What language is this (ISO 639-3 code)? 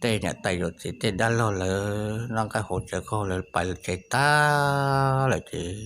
hmn